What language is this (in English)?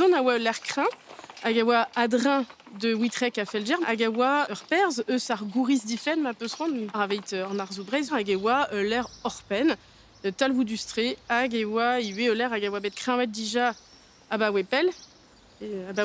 Breton